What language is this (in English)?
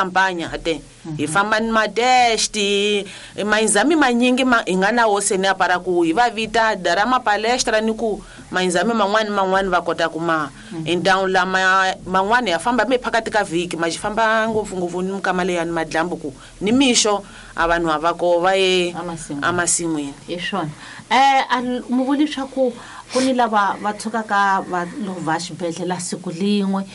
Tsonga